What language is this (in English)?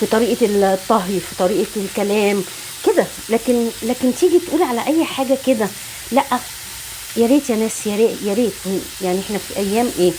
Egyptian Arabic